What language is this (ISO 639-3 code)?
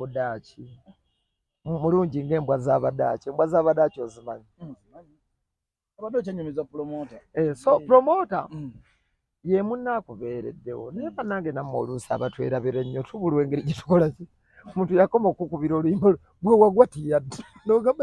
lug